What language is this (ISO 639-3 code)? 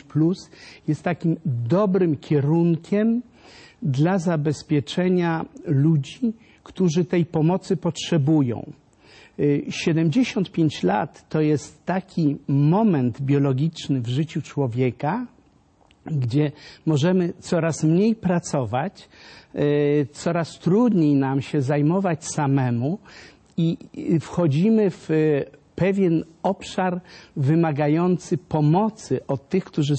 pol